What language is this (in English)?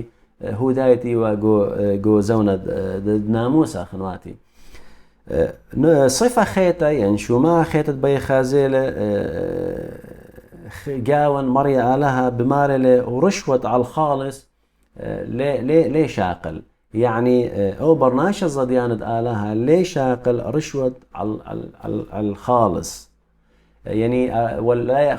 Assyrian Neo-Aramaic